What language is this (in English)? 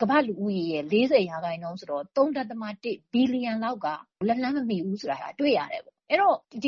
Burmese